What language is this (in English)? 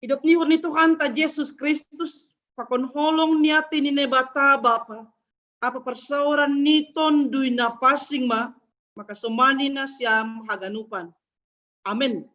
Batak Simalungun